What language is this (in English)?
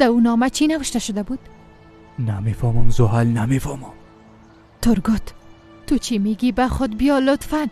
Persian